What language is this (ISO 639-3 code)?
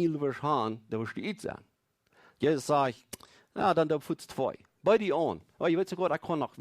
pdt